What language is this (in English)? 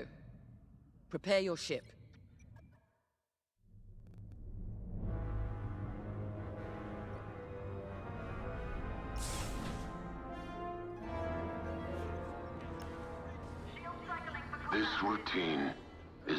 English